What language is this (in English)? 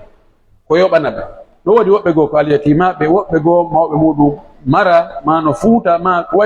Pular